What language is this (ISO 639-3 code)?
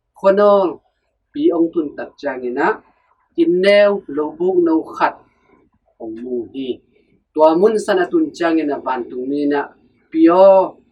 ctd